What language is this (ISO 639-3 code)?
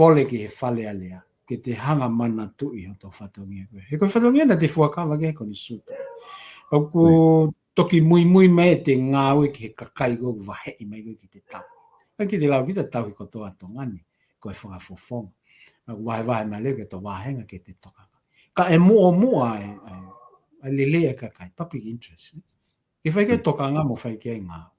ton